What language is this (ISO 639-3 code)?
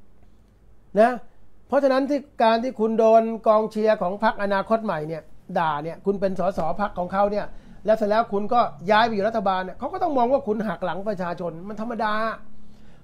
tha